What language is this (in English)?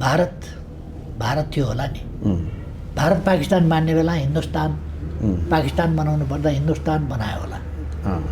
Nepali